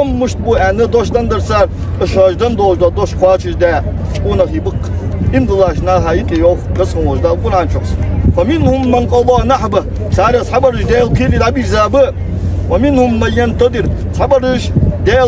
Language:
Ingush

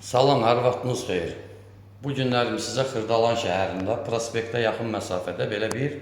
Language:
Azerbaijani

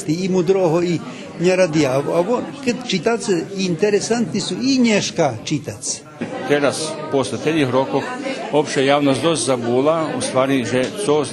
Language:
Rusyn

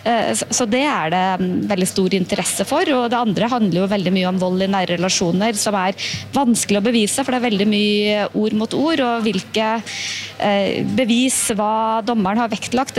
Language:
Norwegian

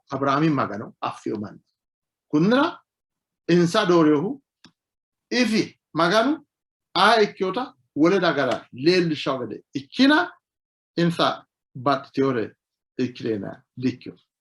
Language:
Sidamo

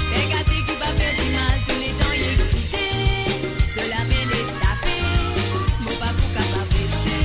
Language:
Morisyen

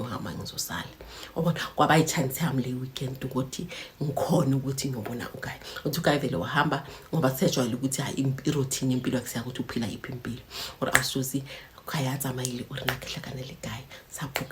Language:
Zulu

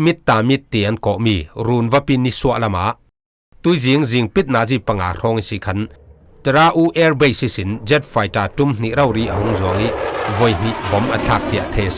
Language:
Falam Chin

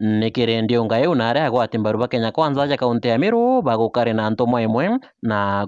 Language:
Meru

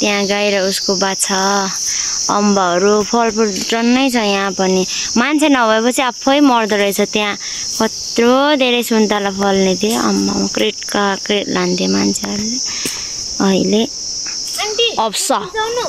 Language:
Nepali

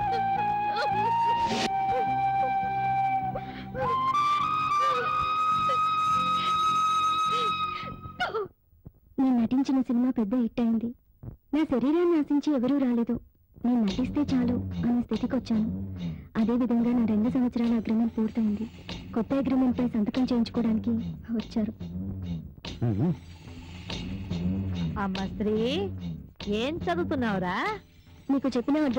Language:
Telugu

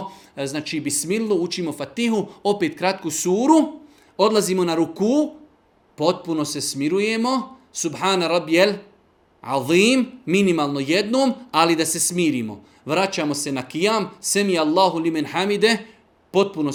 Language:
Bosnian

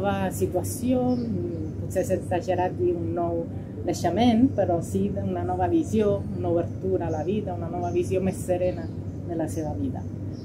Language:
Catalan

